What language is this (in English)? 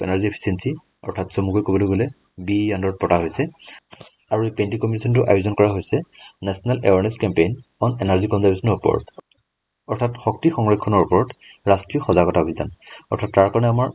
Assamese